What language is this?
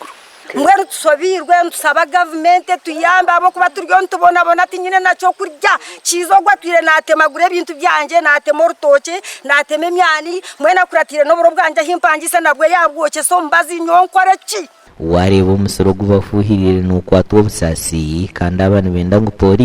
Nyankole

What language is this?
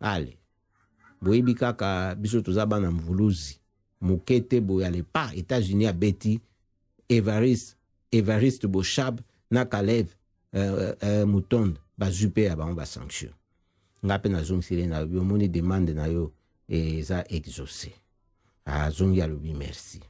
Lingala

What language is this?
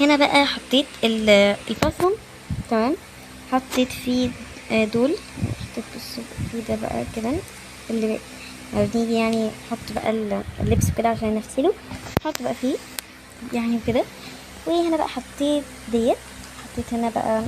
Egyptian Arabic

